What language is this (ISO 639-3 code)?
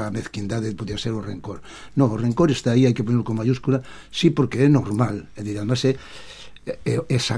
glg